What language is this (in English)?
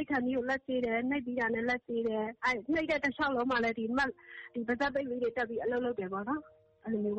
Burmese